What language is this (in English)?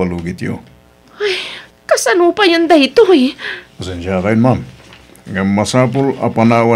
Iloko